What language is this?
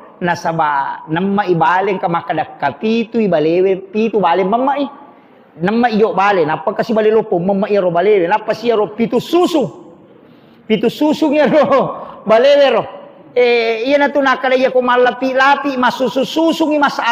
Buginese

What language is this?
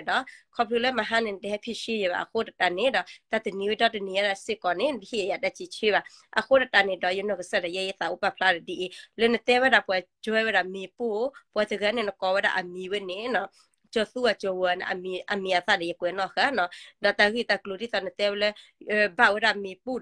S'gaw Karen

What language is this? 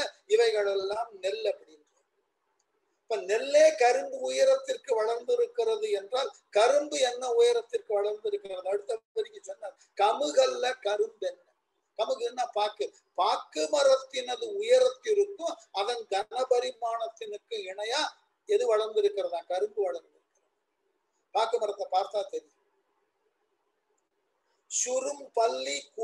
Tamil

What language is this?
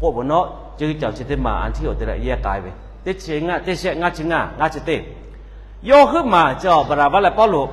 Lahu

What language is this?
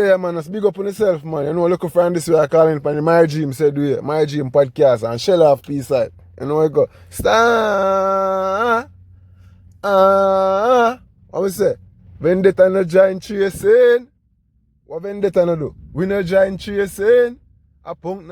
Jamaican Creole English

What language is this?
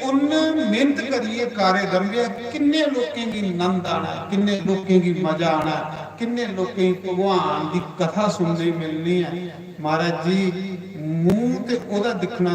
Dogri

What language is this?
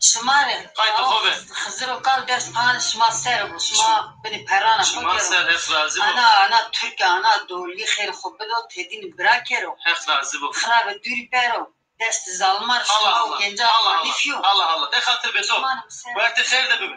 Zaza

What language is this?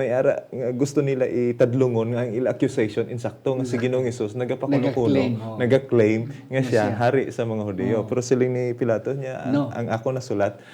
Hiligaynon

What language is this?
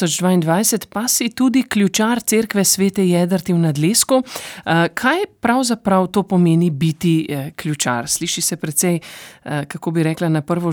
Slovenian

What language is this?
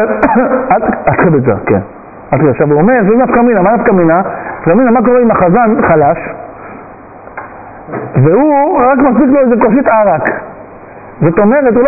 Hebrew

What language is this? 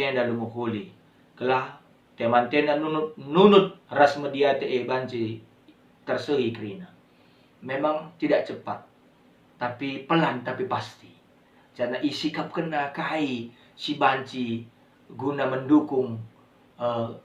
Batak Karo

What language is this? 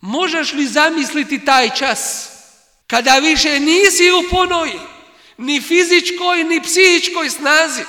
Bosnian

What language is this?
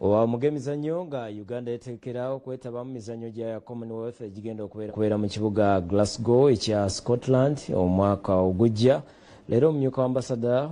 Ganda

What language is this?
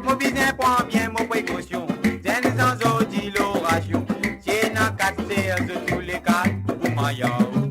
Morisyen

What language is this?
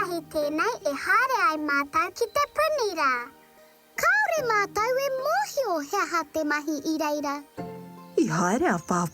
Māori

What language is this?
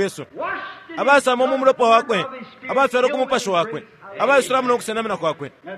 Bemba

